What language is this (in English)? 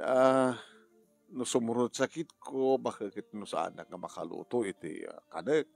Iloko